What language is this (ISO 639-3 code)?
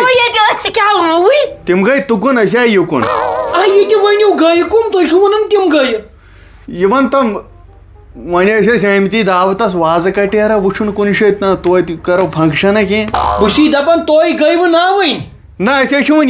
kas